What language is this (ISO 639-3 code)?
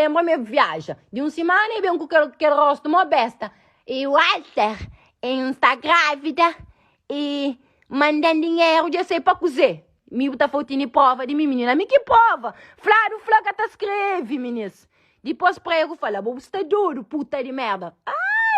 kea